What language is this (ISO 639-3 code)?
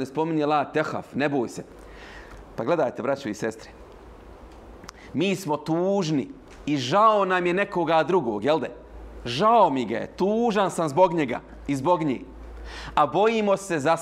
bos